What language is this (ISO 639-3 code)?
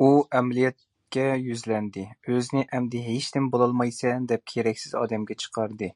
uig